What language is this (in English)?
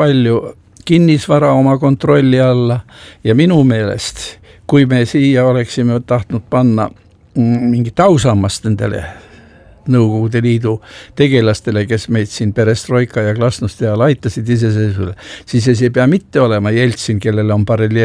Estonian